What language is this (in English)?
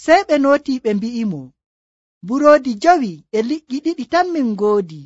Nigerian Fulfulde